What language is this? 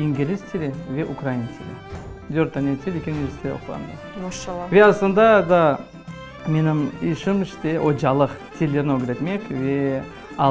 Crimean Tatar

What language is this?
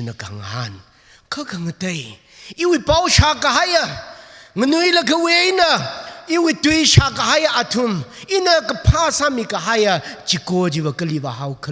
Tangkhul Naga (India)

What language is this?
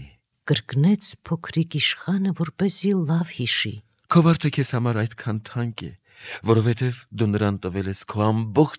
Armenian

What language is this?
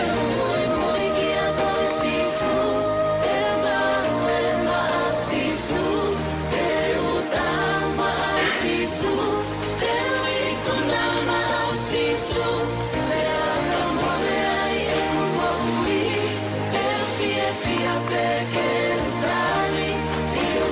Tongan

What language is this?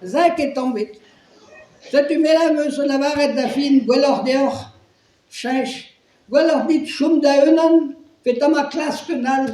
Breton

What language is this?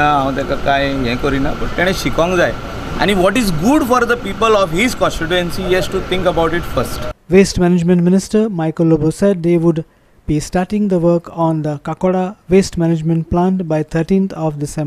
Konkani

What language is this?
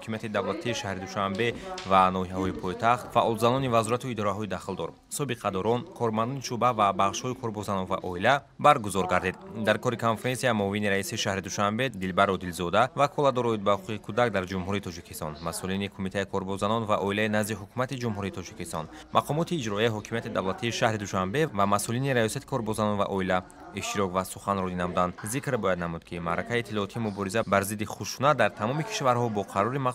Tajik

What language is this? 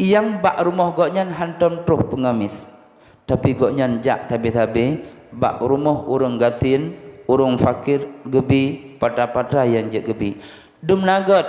Achinese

